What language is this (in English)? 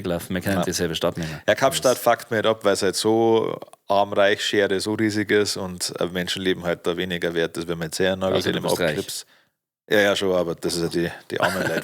Bavarian